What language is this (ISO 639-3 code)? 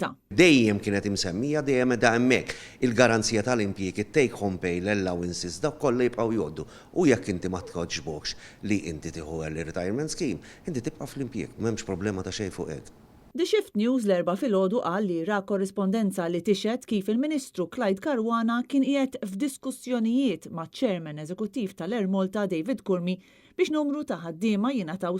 mlt